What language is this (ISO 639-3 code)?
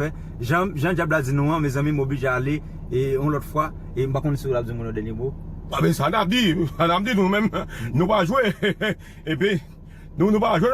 hat